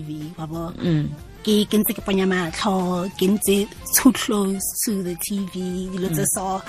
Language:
Tswana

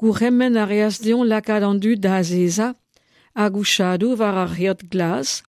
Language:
Breton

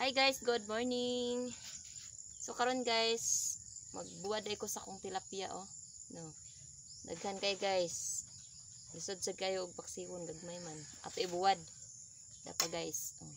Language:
Cebuano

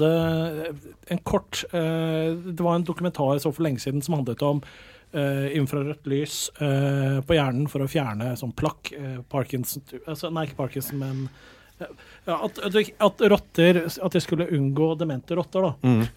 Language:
Norwegian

